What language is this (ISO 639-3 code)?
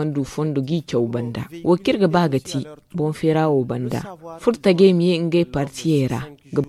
dje